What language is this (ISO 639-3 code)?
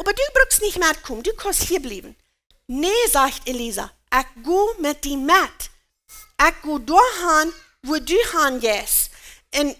pdt